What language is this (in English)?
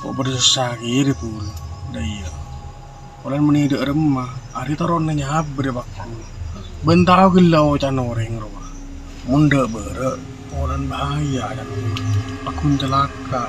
Madurese